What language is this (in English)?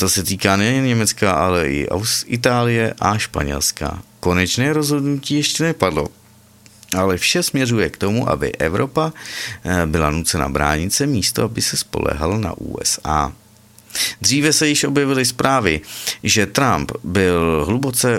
Czech